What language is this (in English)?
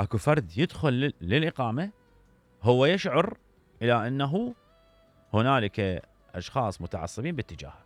Mesopotamian Arabic